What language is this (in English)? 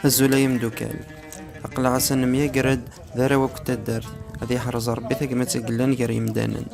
Kabyle